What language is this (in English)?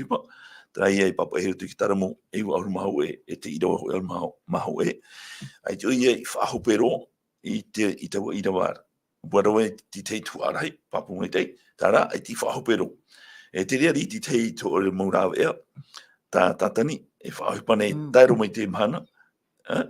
Tahitian